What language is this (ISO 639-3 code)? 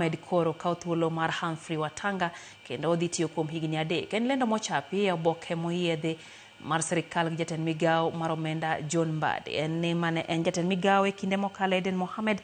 luo